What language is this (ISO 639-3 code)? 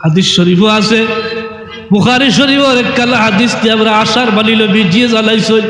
syl